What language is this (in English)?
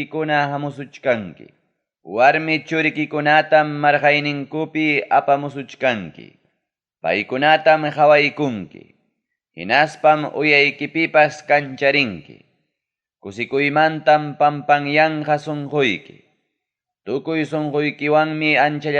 Ayacucho Quechua